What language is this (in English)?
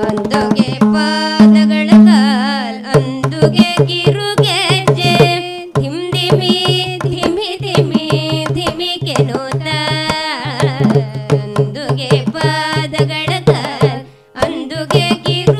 Kannada